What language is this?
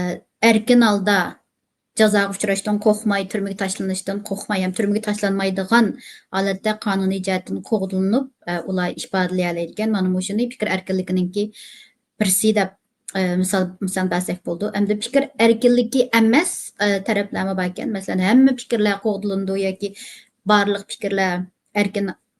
Uyghur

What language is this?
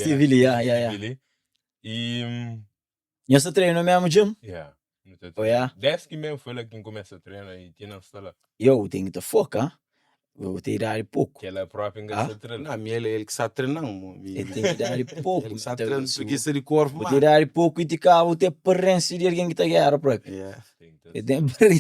Kabuverdianu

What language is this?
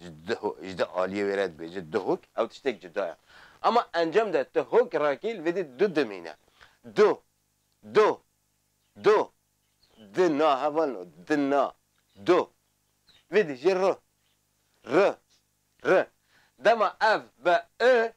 Kurdish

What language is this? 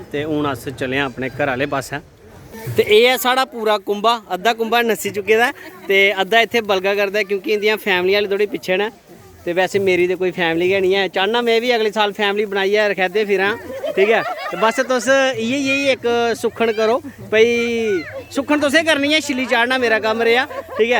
Dogri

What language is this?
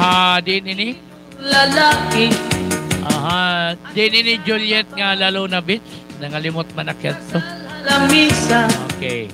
Waray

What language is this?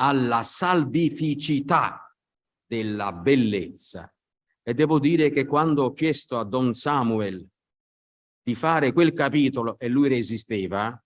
Italian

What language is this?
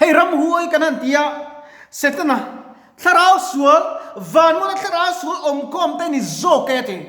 Mizo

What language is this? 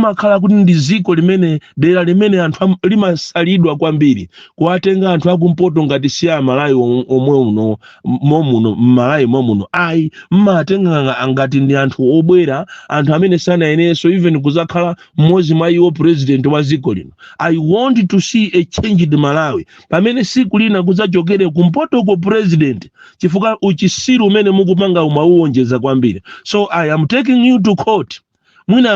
Nyanja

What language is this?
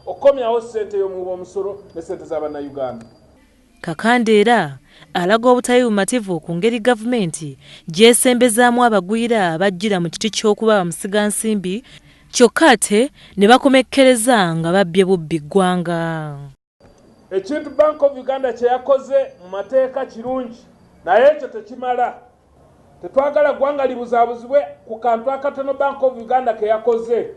Ganda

